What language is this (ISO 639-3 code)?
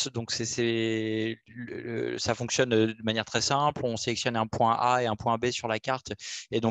fra